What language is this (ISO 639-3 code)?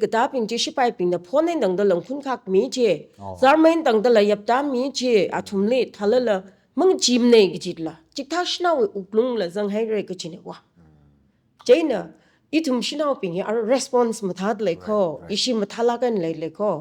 nmf